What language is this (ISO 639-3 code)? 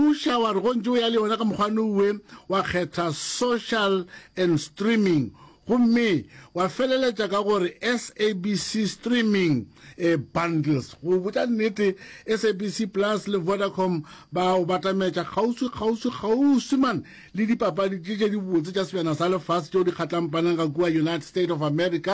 nso